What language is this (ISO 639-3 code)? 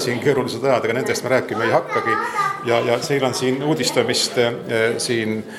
est